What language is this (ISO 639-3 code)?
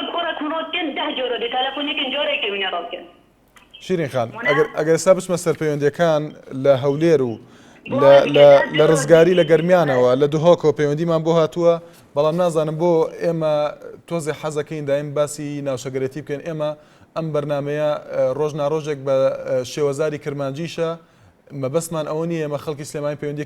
ckb